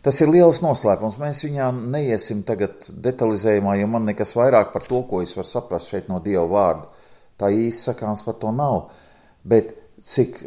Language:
Latvian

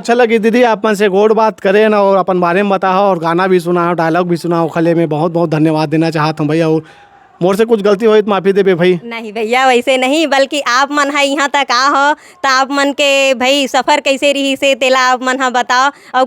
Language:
Chhattisgarhi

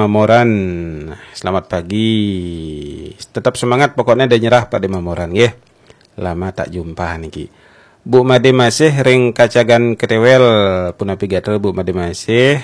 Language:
Balinese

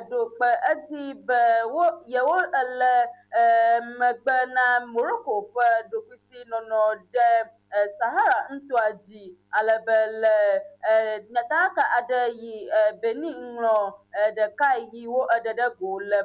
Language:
Ewe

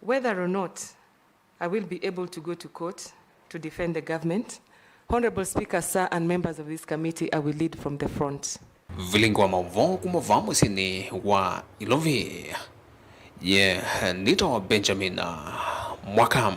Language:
Kamba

